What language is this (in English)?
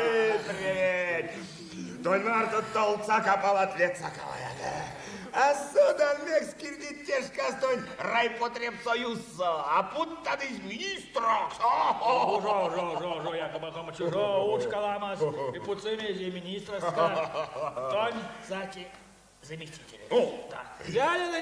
Erzya